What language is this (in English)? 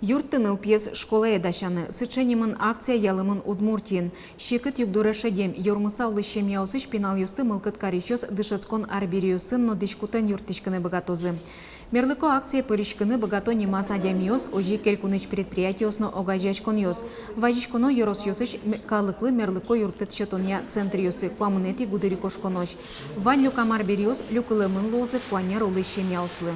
Udmurt